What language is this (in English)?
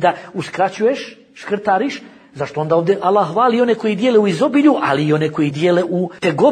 Bosnian